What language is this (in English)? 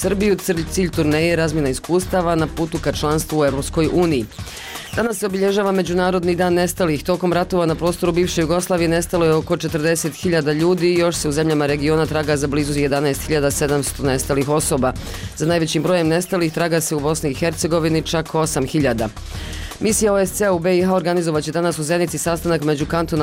Bosnian